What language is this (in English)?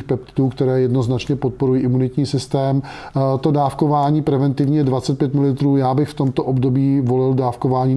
Czech